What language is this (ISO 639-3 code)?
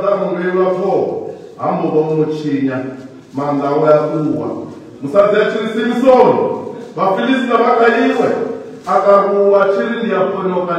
ven